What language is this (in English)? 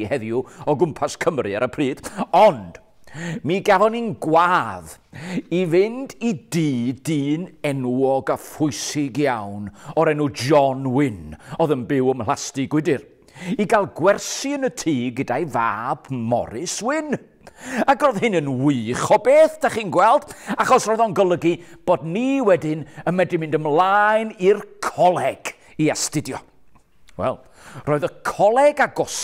Welsh